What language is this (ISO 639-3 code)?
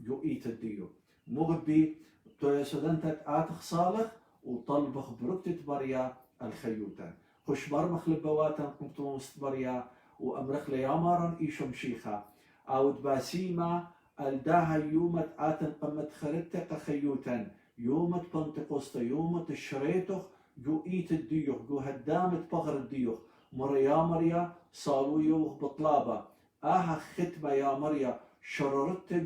aii